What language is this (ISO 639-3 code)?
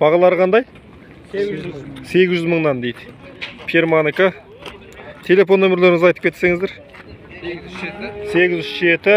kaz